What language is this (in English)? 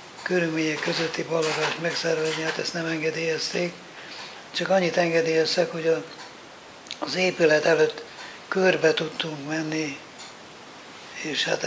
Hungarian